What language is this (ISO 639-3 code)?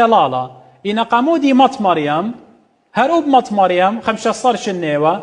aii